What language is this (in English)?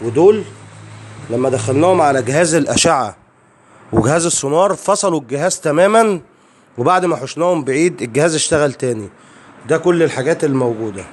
Egyptian Arabic